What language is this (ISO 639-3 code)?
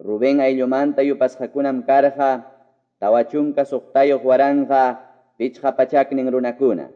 que